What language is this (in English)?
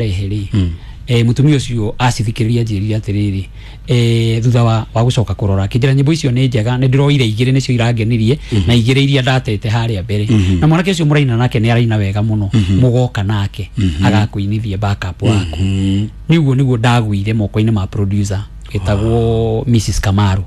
Kikuyu